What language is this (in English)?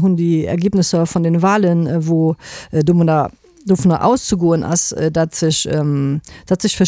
Luxembourgish